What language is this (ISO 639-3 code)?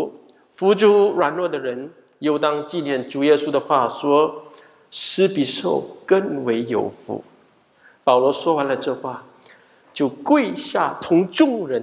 zho